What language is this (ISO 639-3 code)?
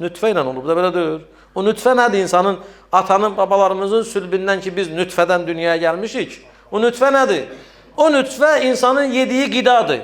aze